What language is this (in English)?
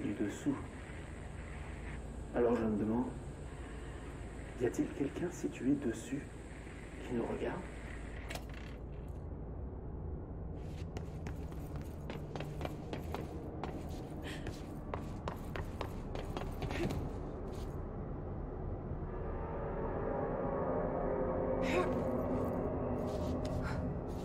French